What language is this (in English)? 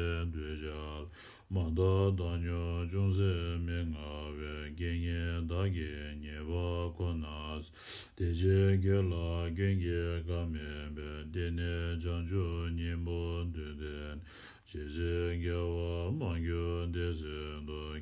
Tibetan